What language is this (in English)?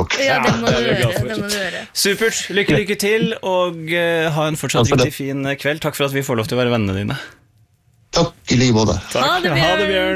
Norwegian